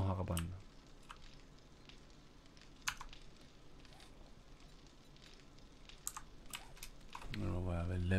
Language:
Estonian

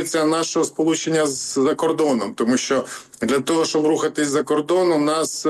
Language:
Ukrainian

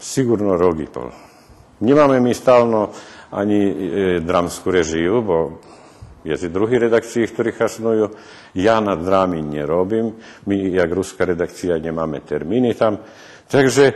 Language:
Rusyn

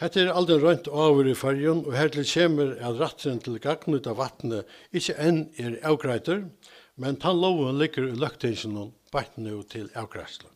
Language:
Faroese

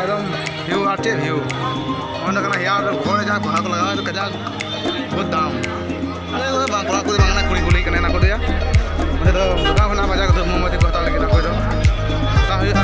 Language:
Santali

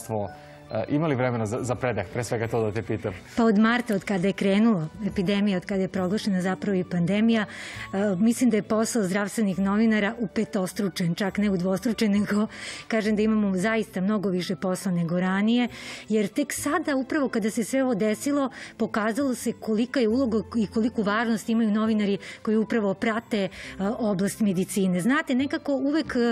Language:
Serbian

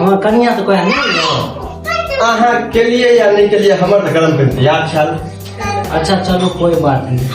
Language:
Maithili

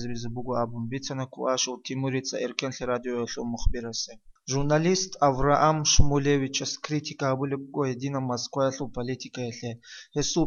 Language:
Avaric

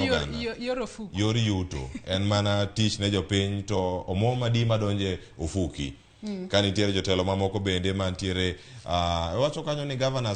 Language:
Luo (Kenya and Tanzania)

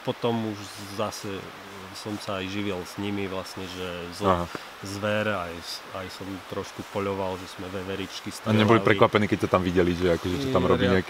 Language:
Slovak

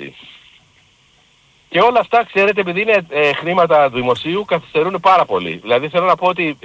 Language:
Greek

